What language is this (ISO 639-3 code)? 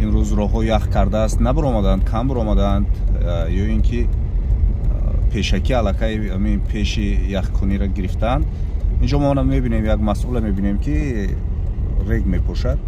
tgk